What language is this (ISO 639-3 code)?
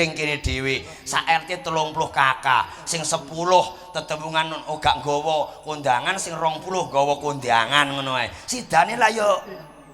jav